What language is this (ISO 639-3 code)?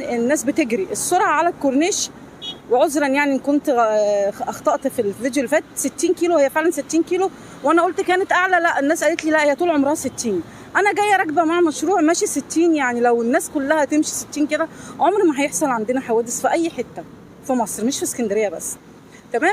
arz